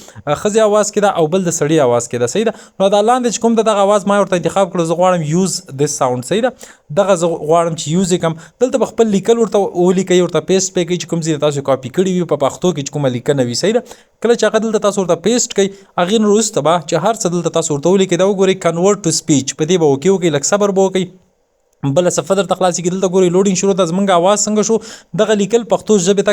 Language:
Pashto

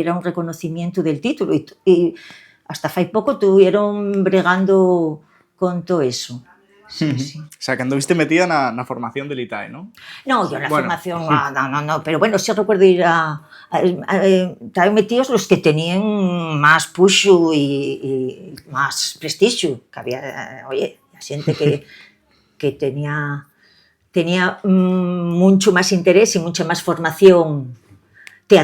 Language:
Asturian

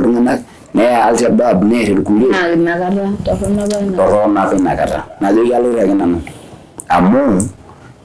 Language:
Masai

